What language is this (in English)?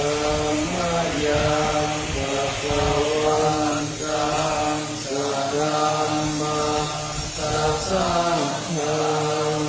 Pali